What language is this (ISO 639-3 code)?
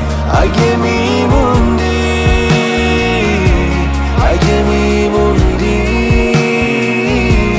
fas